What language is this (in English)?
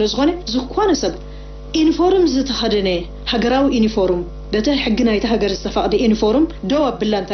Tigrinya